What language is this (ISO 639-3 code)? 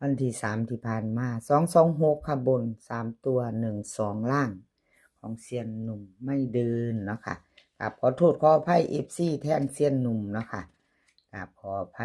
lao